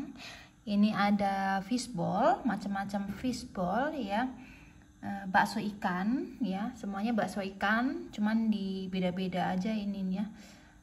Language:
Indonesian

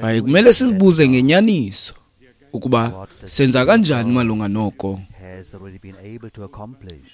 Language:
Xhosa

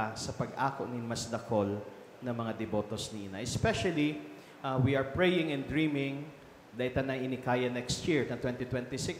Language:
Bikol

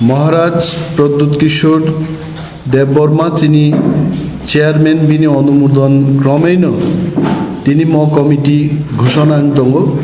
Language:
Kok Borok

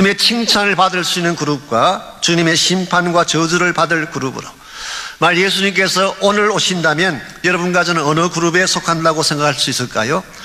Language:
Korean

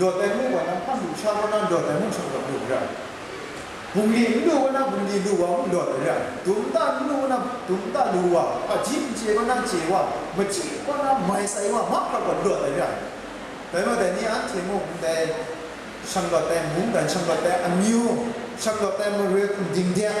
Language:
Kachin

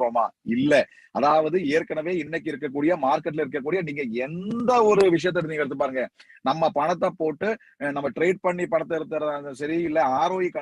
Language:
Tamil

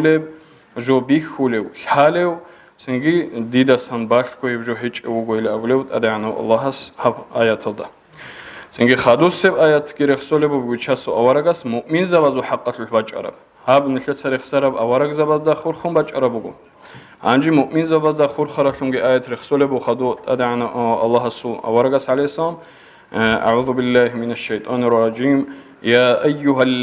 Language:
Avaric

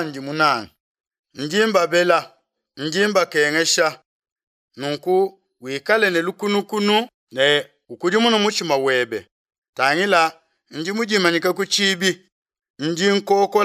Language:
Luba-Lulua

